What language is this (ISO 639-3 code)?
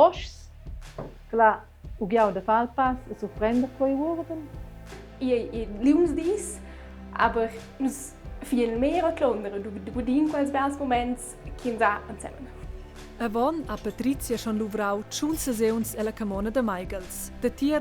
roh